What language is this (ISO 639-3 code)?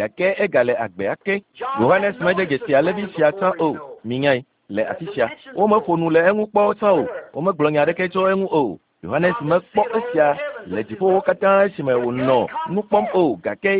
ewe